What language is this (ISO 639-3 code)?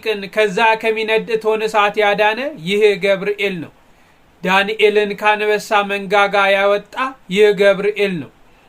amh